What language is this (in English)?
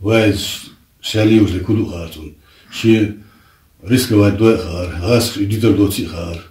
Chechen